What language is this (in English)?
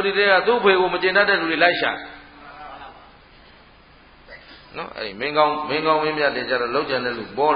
Burmese